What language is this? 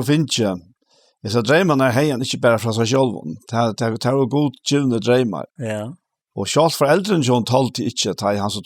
Faroese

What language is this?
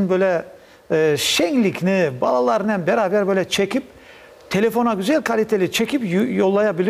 Crimean Tatar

